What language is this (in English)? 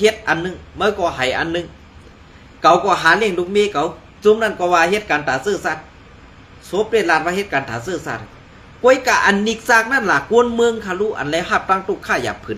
Shan